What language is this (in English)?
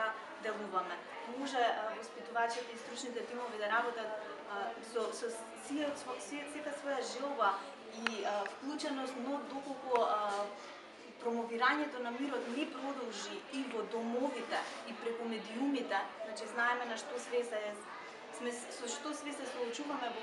Macedonian